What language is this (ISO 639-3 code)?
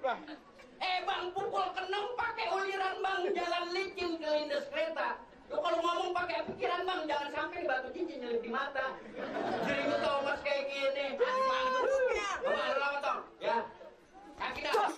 bew